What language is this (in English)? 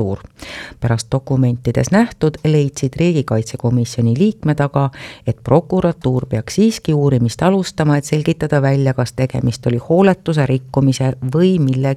Estonian